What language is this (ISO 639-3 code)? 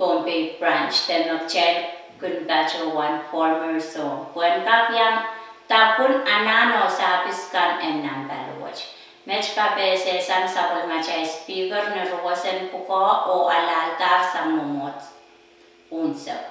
pon